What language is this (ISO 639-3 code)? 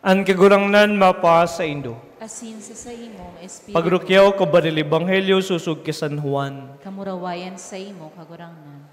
bik